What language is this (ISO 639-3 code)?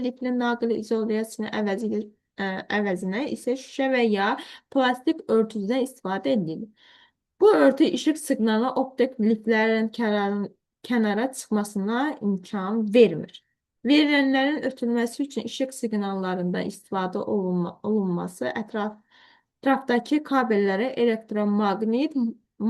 aze